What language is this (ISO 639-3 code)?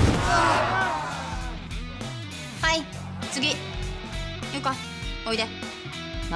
jpn